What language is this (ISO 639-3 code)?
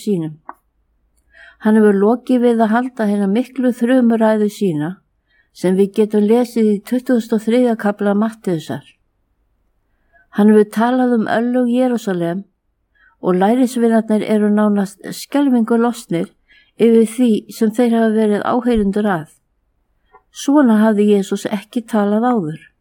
isl